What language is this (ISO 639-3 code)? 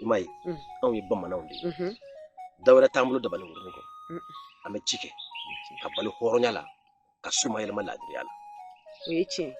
bam